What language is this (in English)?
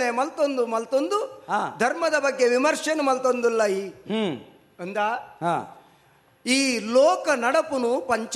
Tulu